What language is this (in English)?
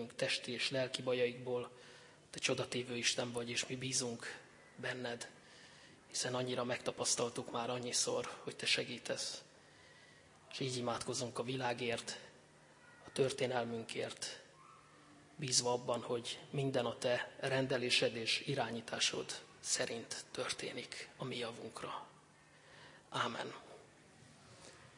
Hungarian